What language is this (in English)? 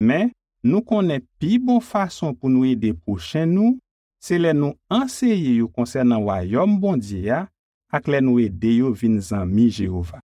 Haitian Creole